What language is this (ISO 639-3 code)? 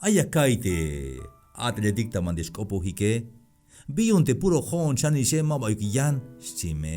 tzh